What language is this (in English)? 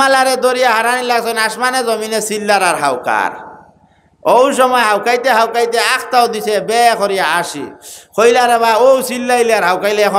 Sylheti